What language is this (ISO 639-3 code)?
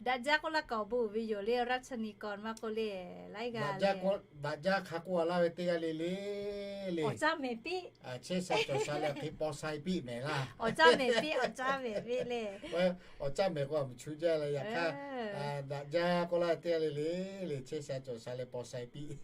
lhu